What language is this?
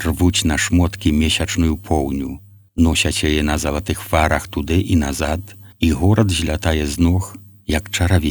Belarusian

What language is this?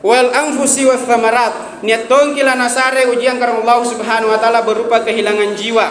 Makasar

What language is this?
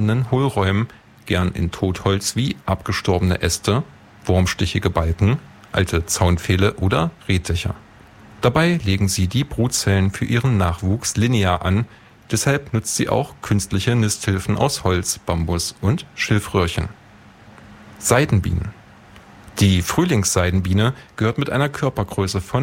German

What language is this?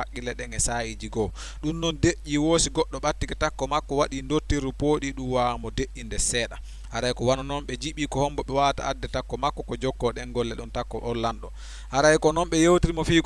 Fula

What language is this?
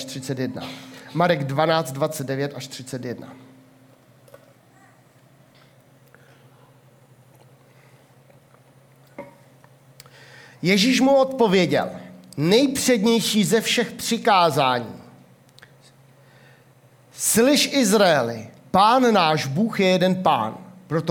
Czech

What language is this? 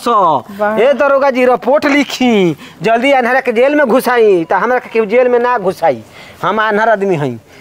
Bhojpuri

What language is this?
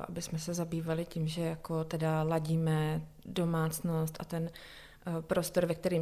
Czech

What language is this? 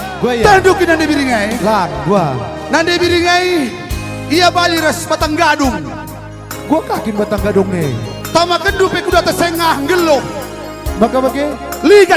Batak Karo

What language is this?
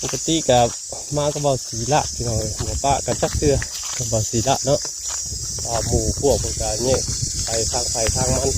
Northeastern Thai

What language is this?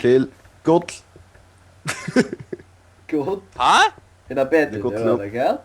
Faroese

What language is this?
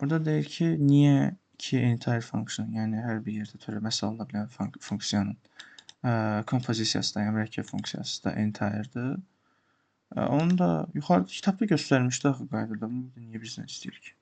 Azerbaijani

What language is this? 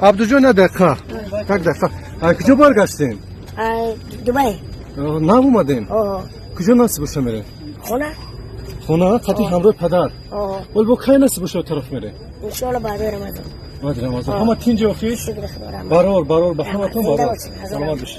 Tajik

